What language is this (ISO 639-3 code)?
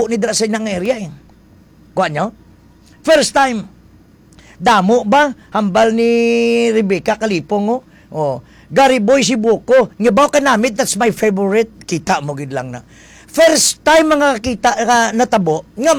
hil